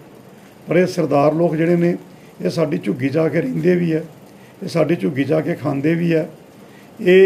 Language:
Punjabi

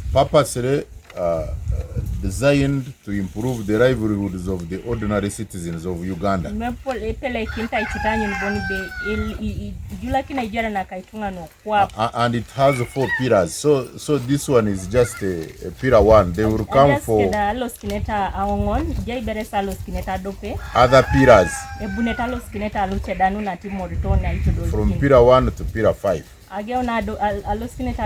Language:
Teso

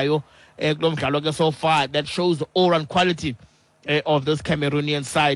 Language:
Xhosa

